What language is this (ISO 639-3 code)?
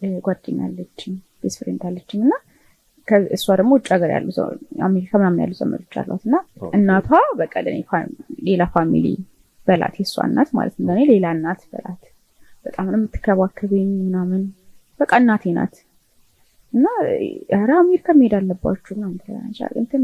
amh